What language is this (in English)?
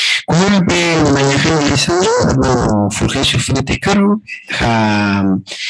Guarani